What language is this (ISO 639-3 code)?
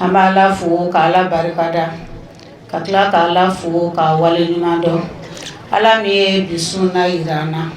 bam